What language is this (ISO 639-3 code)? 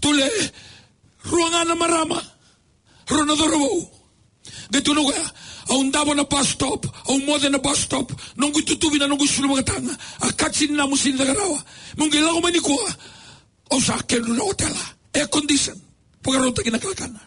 fij